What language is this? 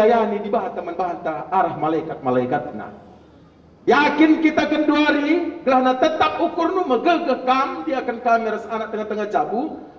Batak Karo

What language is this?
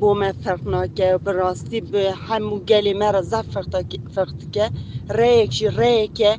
Kurdish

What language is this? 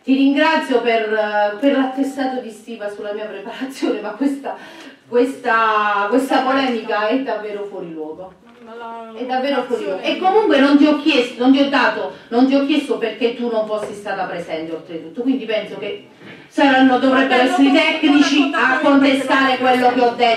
Italian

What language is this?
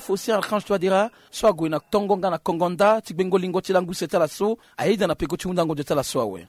Sango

